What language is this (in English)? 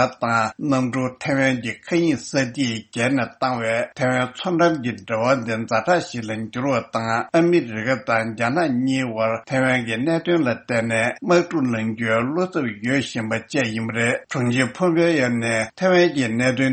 Tibetan